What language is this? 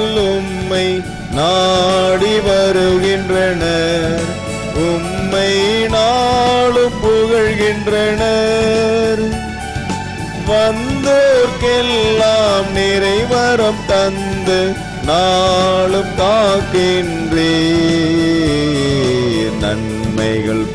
Tamil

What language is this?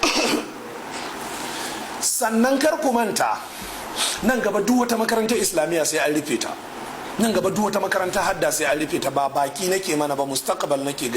Hausa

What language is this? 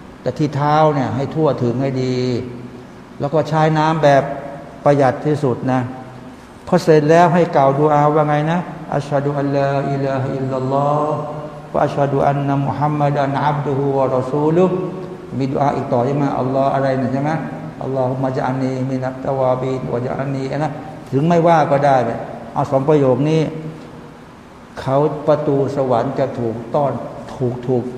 Thai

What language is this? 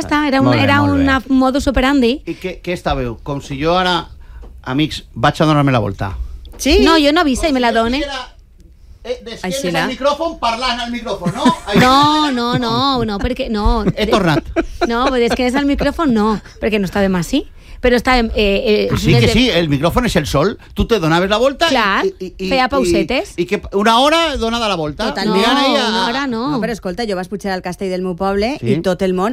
Catalan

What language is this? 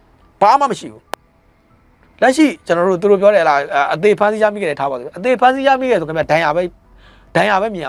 Burmese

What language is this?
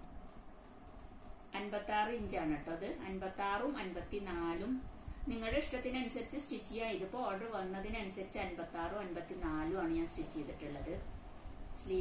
Malayalam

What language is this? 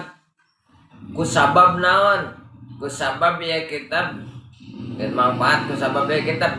Sundanese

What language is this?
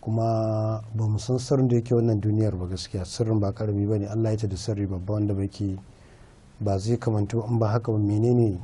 Hausa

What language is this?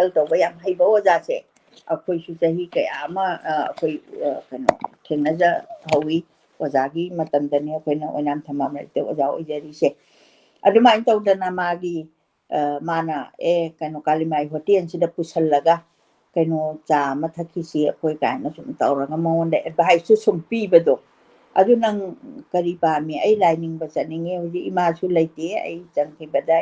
Manipuri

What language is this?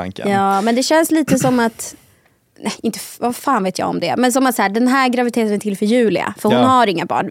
Swedish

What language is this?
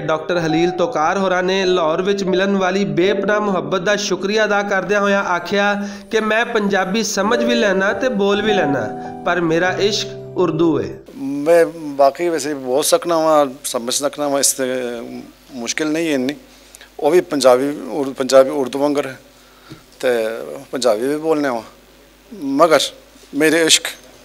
Western Panjabi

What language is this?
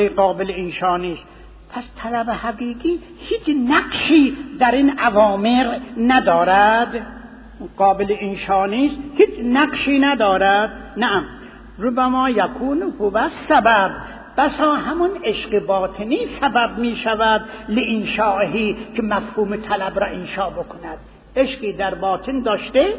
Persian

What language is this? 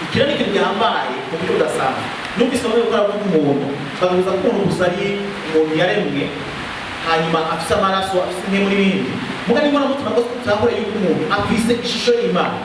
Rundi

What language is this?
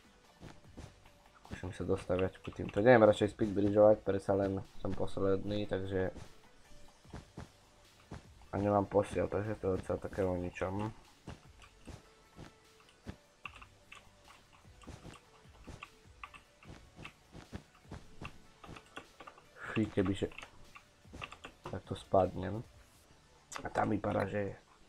Slovak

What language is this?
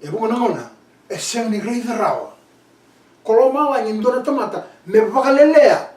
Fijian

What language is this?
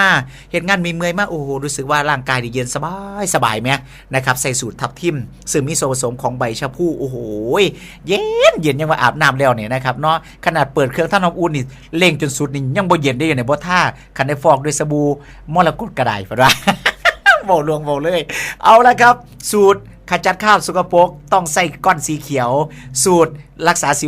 Northeastern Thai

